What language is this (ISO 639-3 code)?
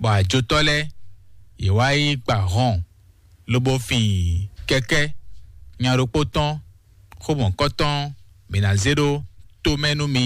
fon